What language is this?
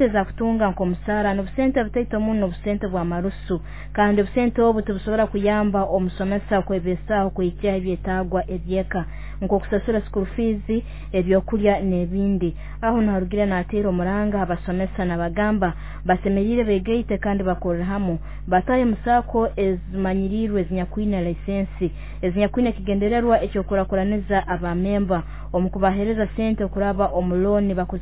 Nyoro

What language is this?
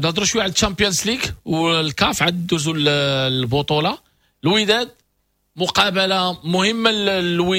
Moroccan Arabic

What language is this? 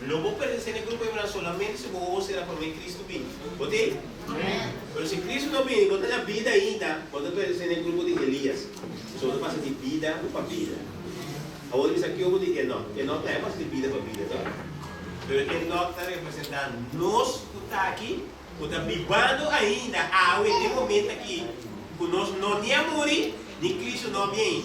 Papiamento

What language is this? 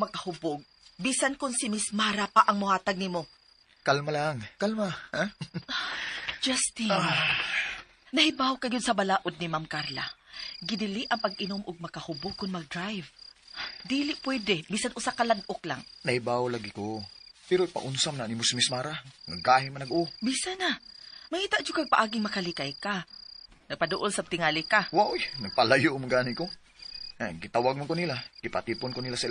Cebuano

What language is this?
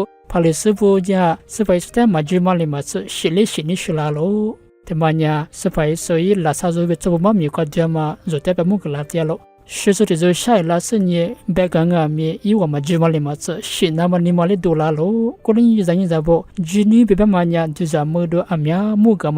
Lisu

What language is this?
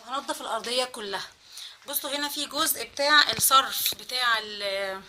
Egyptian Arabic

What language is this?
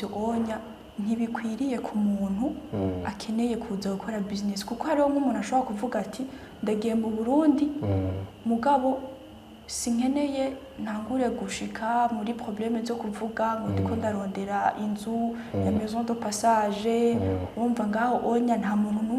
Rundi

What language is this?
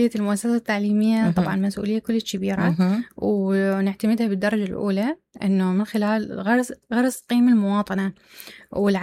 Mesopotamian Arabic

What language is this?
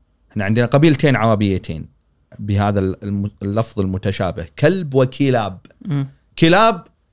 Gulf Arabic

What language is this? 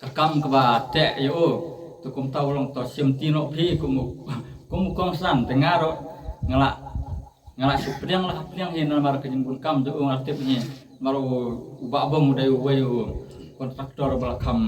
Khasi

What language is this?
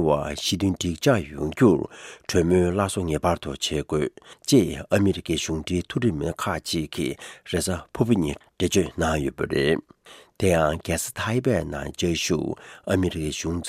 Tibetan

